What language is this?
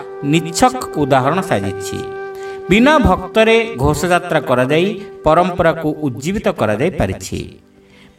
Odia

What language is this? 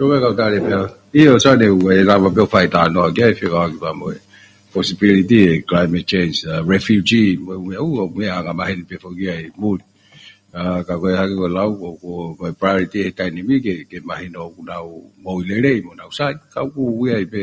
Tongan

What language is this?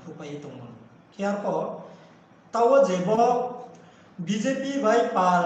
Riang (India)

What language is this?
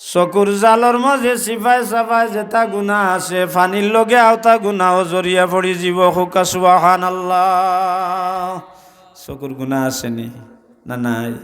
Sylheti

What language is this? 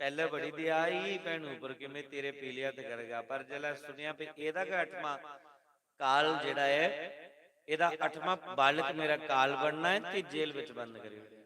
Dogri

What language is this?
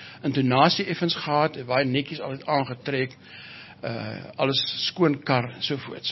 Afrikaans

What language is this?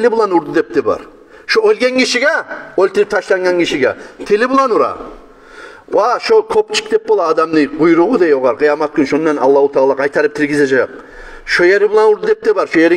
Kumyk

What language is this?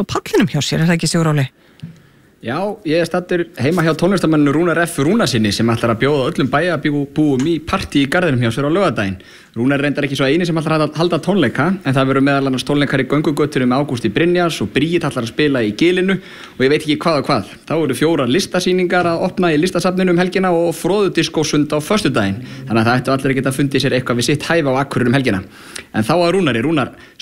Icelandic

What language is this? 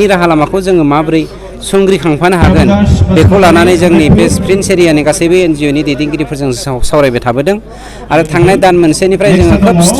Bodo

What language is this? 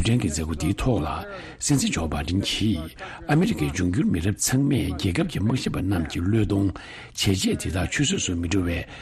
Tibetan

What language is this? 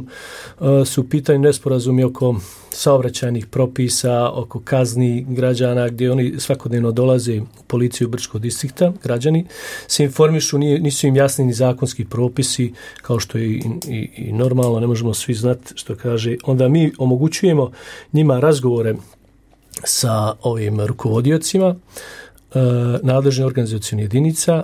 Bosnian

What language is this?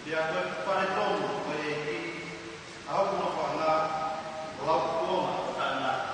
Tongan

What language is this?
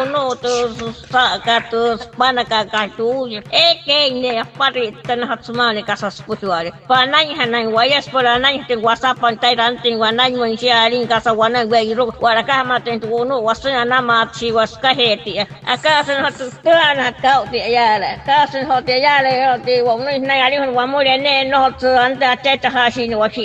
Wayuu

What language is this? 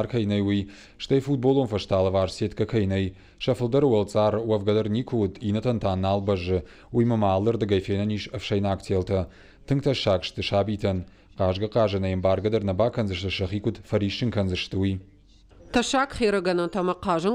Ossetic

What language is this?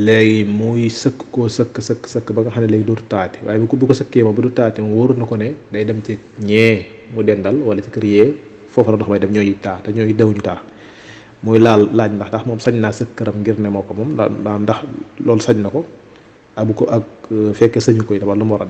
Wolof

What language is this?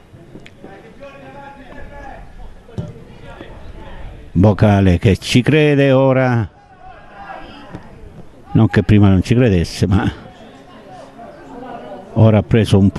Italian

